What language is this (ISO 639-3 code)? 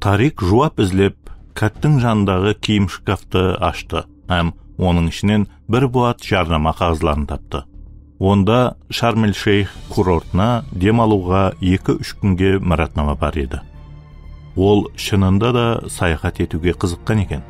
kaa